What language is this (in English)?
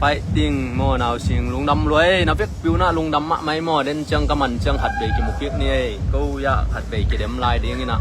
Tedim Chin